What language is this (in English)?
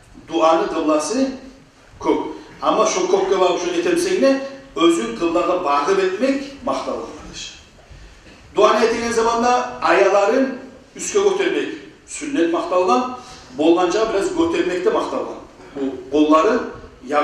Kumyk